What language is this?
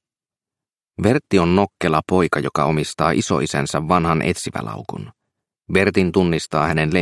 Finnish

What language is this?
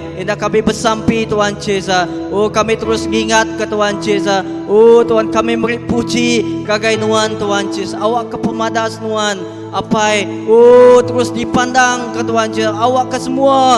Iban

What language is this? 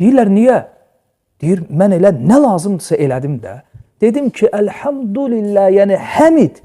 Azerbaijani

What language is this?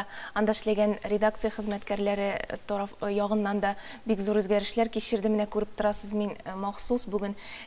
Tatar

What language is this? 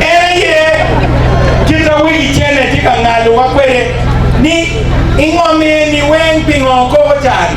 Acoli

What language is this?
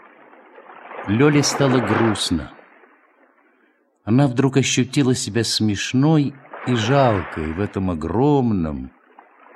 Russian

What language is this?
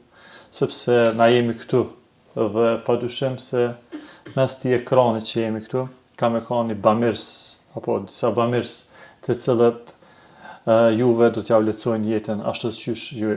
Albanian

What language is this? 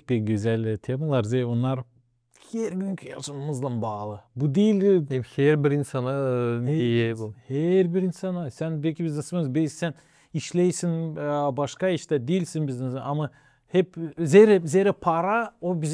Gagauz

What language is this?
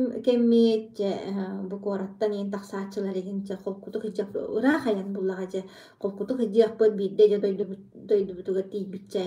Yakut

